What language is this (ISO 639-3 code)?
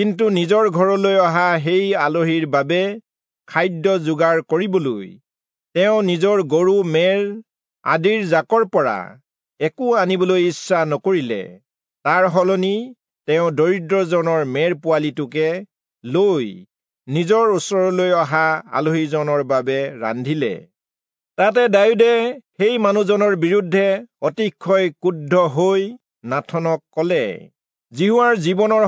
asm